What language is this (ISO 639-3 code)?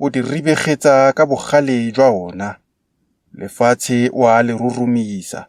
tsn